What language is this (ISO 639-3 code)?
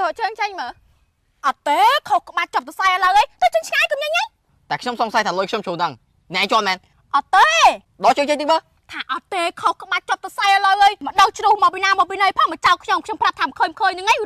khm